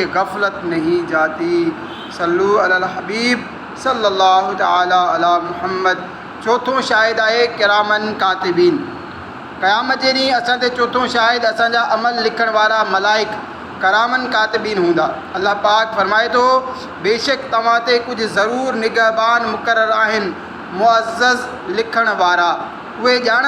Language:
Sindhi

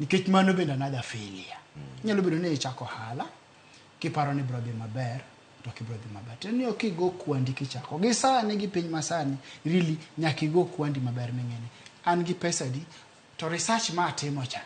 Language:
Luo (Kenya and Tanzania)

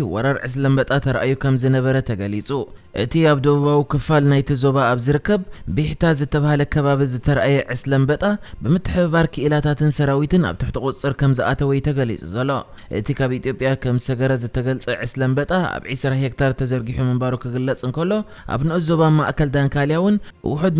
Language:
Tigrinya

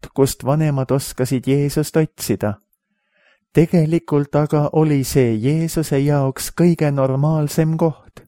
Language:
Estonian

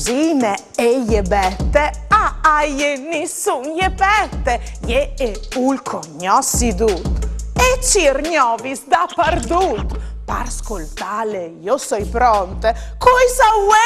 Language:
Friulian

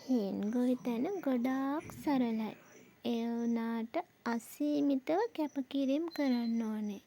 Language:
Sinhala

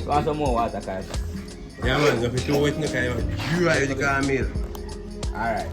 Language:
Jamaican Creole English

